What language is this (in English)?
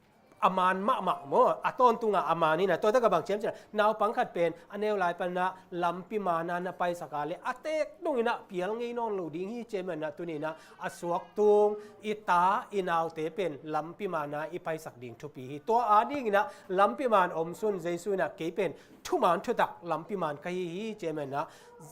Tedim Chin